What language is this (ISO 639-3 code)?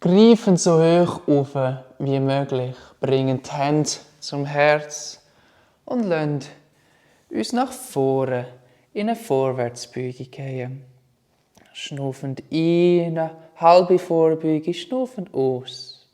gsw